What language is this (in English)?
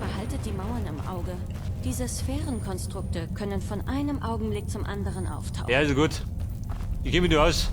Bavarian